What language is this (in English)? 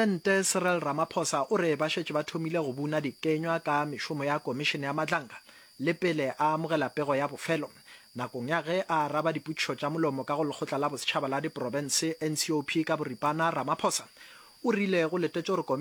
Northern Sotho